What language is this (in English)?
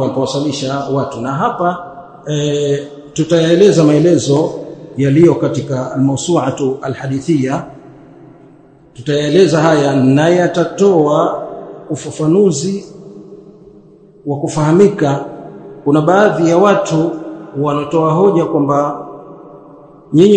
Swahili